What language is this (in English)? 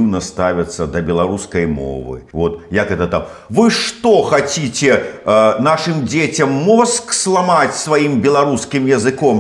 Belarusian